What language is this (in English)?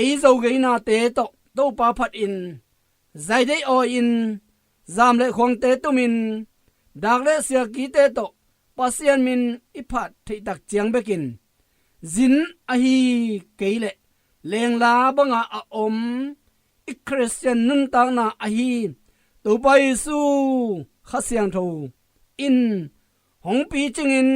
Tedim Chin